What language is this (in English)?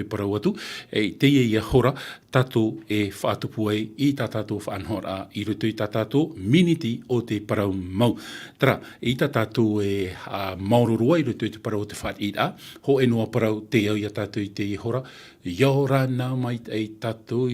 Tahitian